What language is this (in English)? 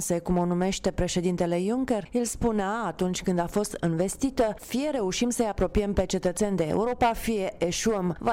Romanian